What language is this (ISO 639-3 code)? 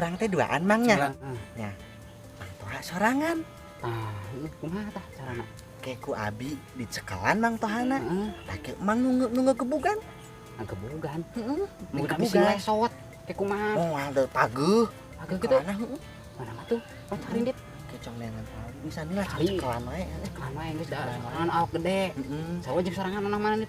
sun